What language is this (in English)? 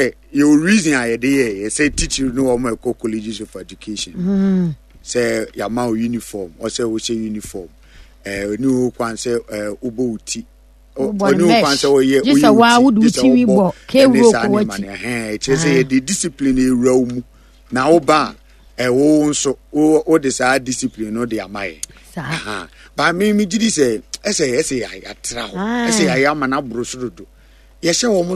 Akan